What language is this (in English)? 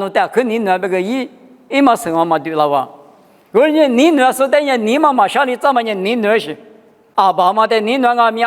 Lisu